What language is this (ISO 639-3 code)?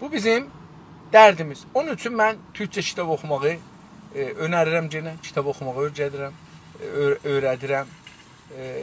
azb